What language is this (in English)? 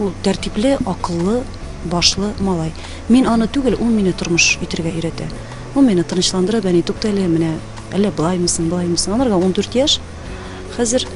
Tatar